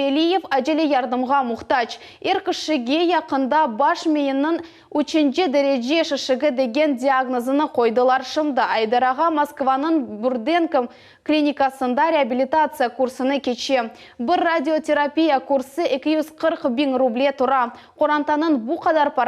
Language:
Crimean Tatar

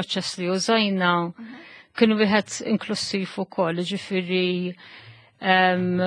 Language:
Maltese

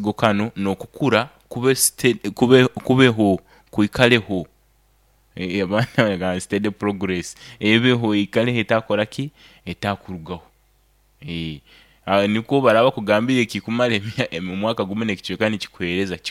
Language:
Nyoro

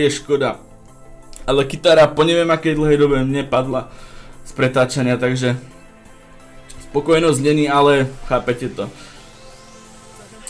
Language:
Slovak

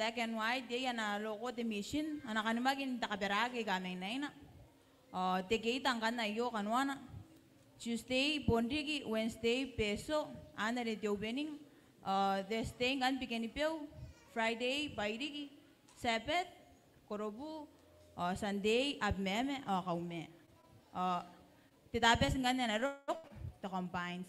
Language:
Gilbertese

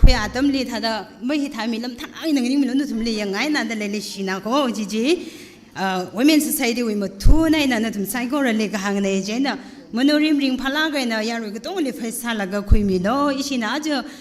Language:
Tangkhul Naga (India)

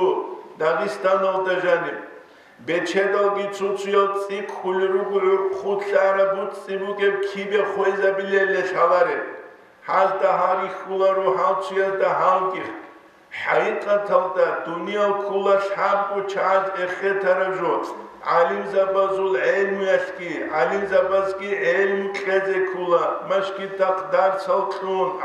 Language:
Avaric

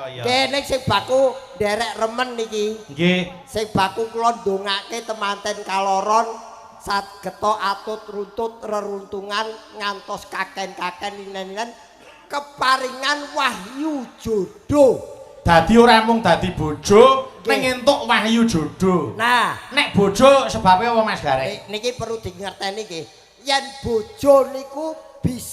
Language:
Javanese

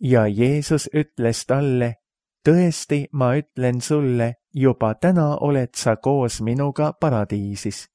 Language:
Estonian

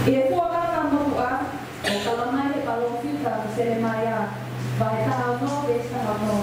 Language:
Tongan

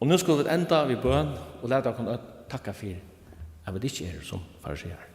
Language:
Faroese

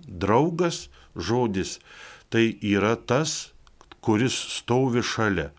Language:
Lithuanian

